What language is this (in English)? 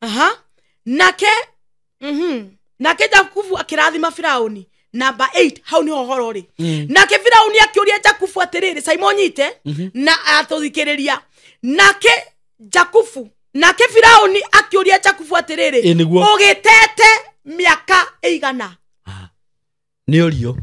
Kikuyu